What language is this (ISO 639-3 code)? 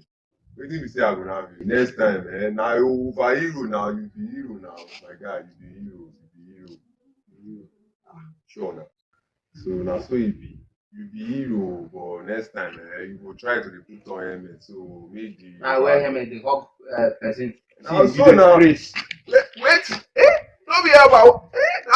pcm